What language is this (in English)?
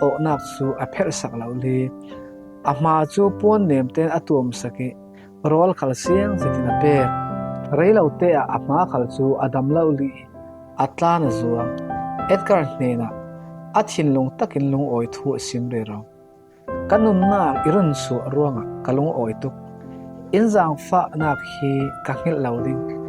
Falam Chin